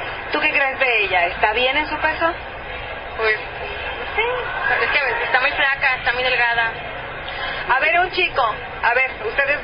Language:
Spanish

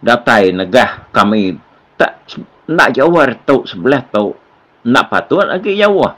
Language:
Iban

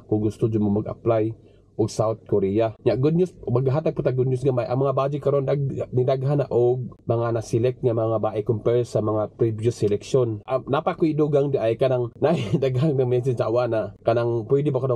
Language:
Cebuano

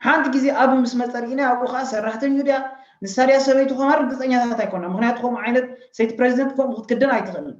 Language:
Tigrinya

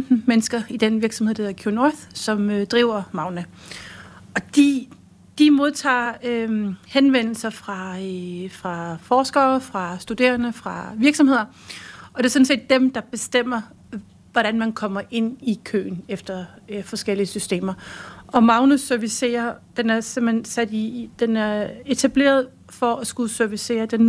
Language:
Danish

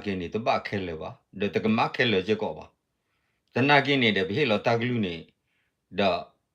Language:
S'gaw Karen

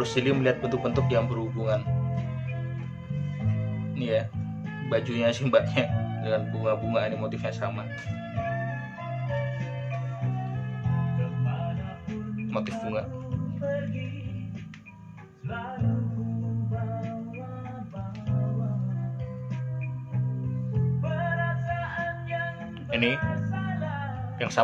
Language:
Indonesian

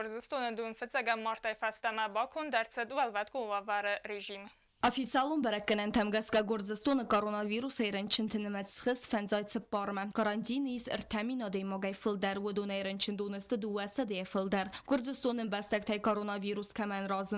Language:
Ossetic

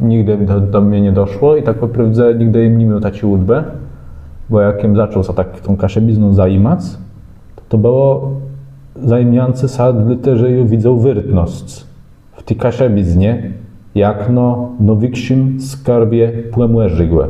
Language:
Kashubian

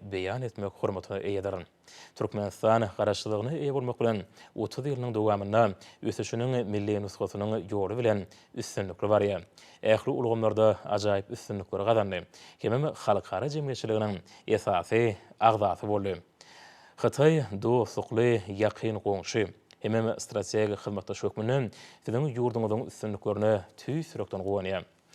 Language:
Turkmen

